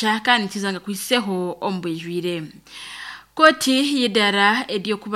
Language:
Nyankole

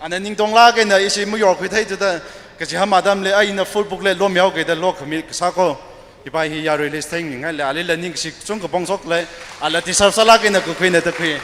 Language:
Tangkhul Naga (India)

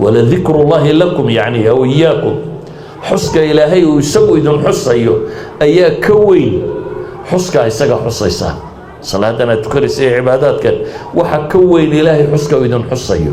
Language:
Somali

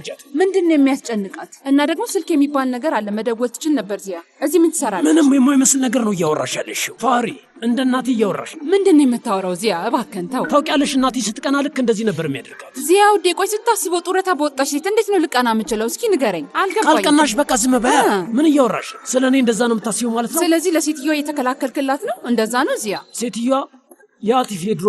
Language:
Amharic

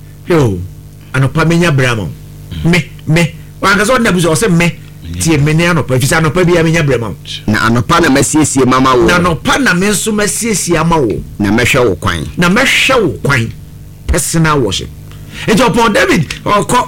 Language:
Akan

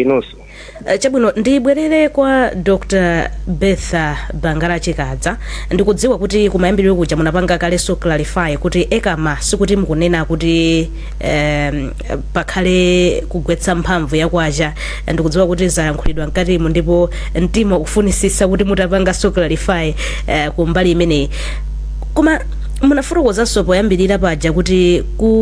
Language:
Nyanja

